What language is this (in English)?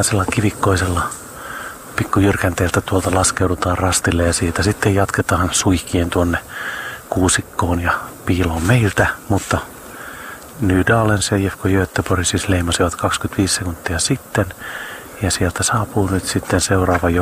Finnish